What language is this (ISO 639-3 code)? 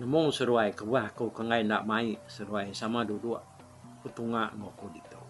iba